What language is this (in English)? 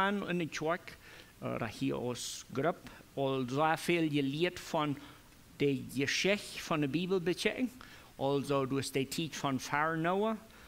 Plautdietsch